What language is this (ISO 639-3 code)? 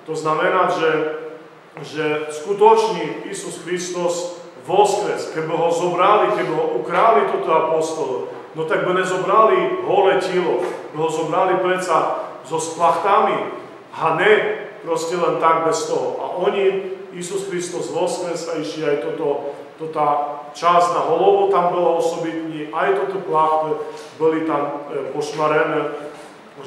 slk